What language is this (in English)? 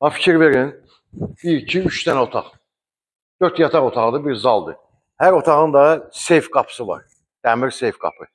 Azerbaijani